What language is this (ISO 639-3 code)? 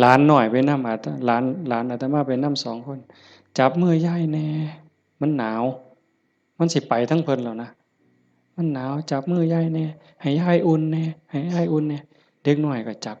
tts